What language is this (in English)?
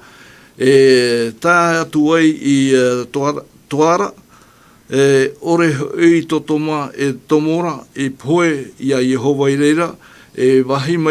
Tahitian